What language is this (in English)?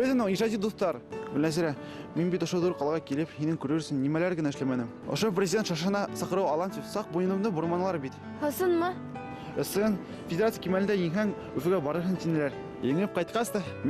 Bashkir